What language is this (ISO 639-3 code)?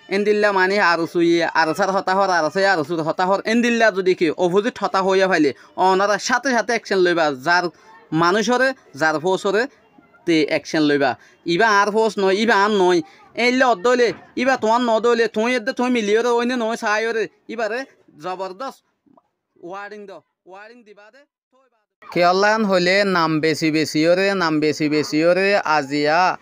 rhg